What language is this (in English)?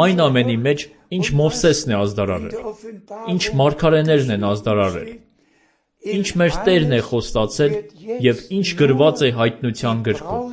Armenian